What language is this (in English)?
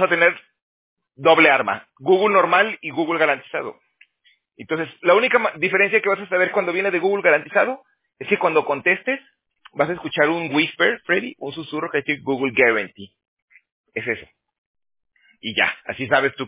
Spanish